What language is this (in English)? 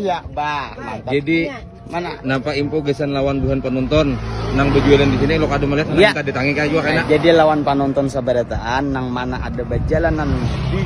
Banjar